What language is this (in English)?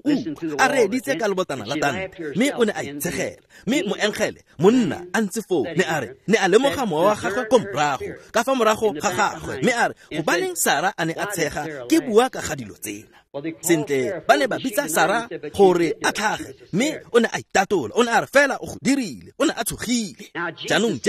Tswana